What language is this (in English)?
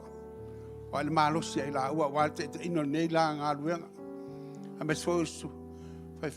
Samoan